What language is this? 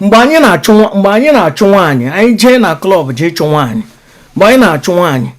Igbo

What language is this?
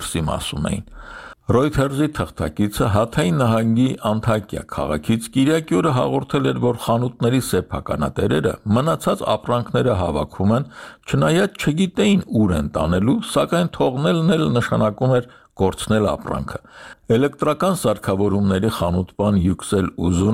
Armenian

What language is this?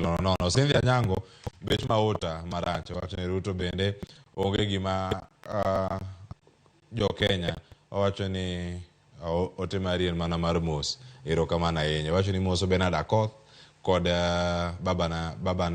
Luo (Kenya and Tanzania)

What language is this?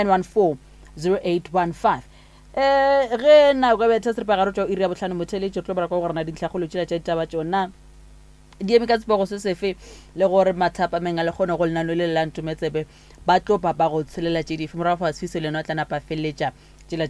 Northern Sotho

